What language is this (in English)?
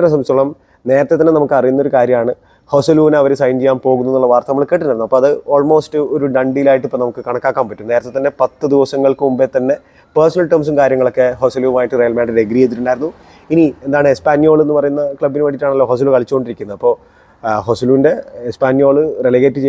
Malayalam